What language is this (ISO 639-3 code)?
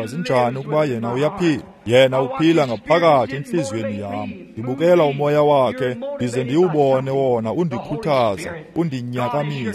xho